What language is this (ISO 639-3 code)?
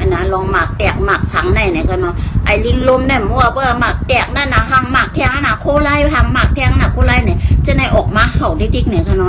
shn